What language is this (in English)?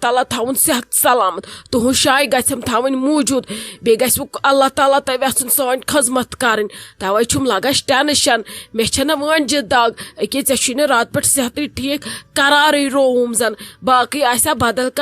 Kashmiri